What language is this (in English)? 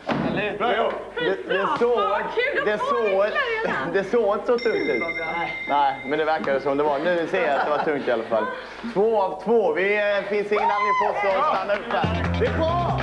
Swedish